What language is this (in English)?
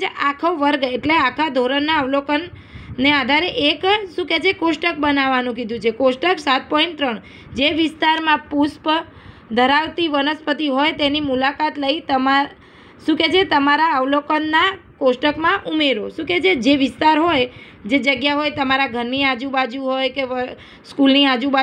Gujarati